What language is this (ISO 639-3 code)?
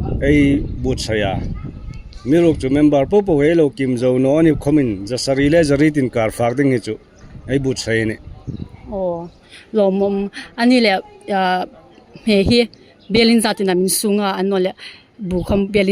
hmr